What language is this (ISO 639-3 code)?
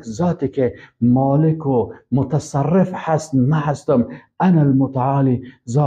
fas